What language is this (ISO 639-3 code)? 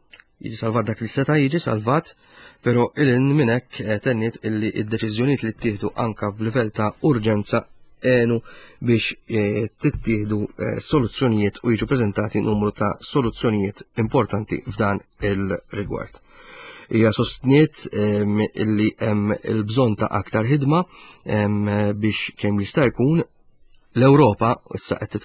mlt